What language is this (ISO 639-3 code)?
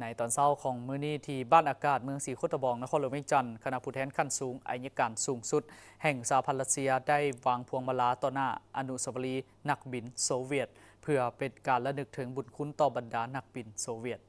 lao